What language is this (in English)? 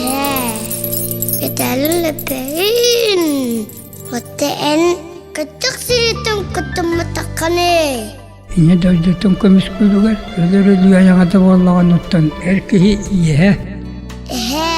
Yakut